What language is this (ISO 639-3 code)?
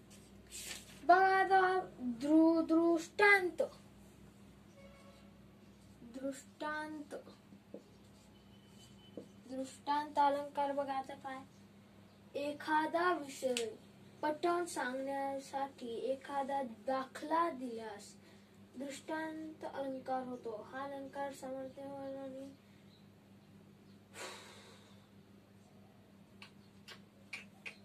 mar